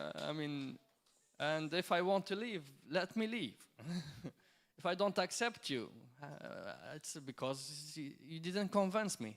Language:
English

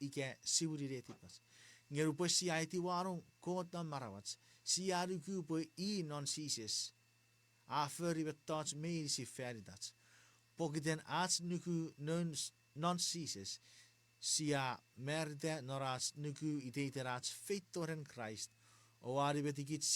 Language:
Chuukese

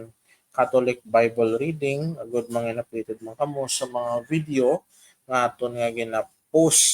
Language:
Hiligaynon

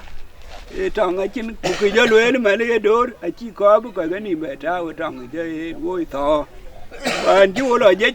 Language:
Dinka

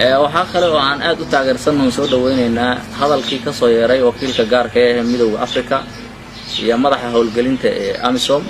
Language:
Somali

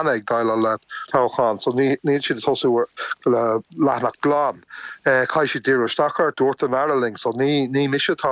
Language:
Irish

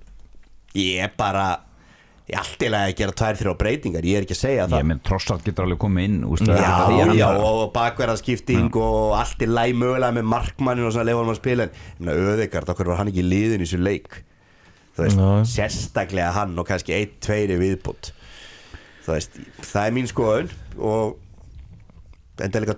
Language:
Icelandic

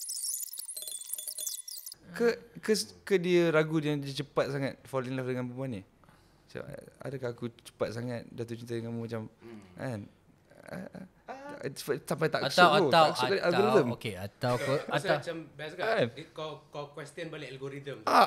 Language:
Malay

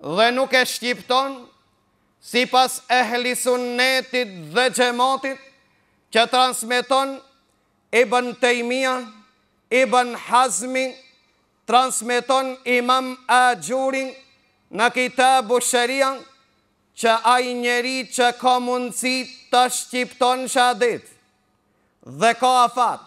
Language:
Albanian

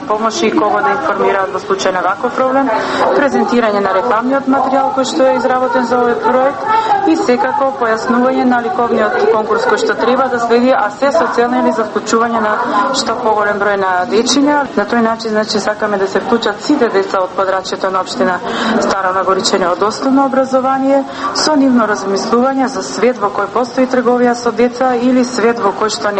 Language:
Macedonian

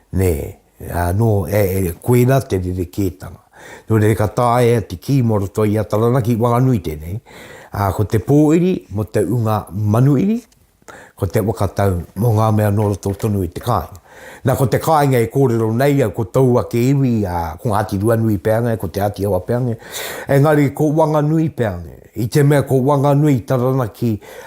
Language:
Māori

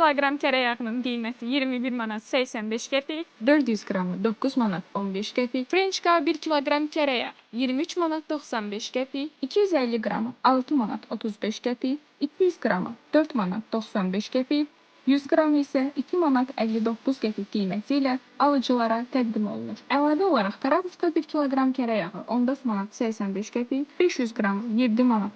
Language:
Azerbaijani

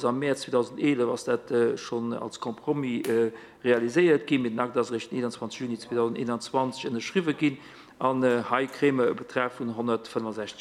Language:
Luxembourgish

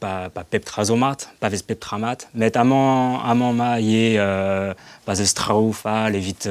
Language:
Breton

